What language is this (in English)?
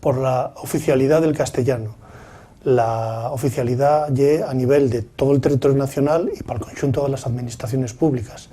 Asturian